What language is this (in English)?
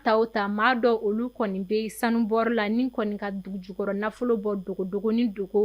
Bambara